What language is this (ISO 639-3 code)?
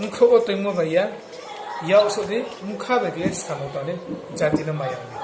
ria